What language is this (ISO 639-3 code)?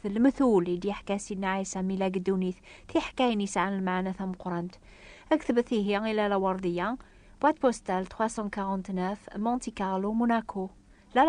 kab